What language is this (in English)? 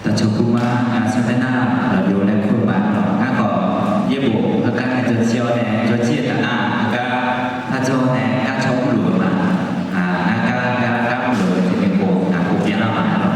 Akha